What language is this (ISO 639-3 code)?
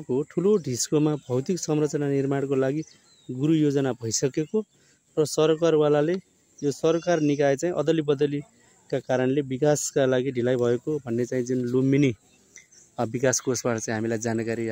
nep